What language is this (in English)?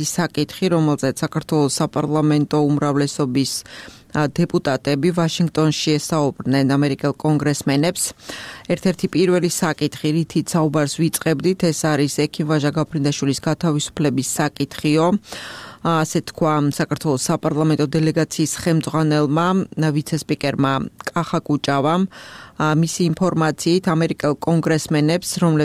Georgian